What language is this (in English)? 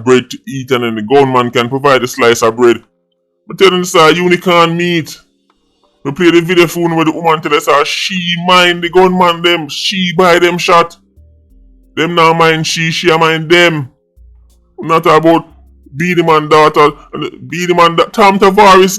Jamaican Creole English